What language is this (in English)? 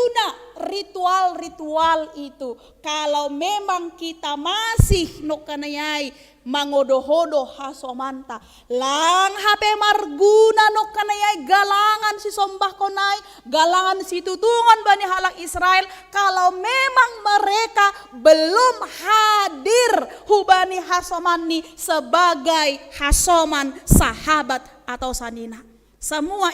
Batak Simalungun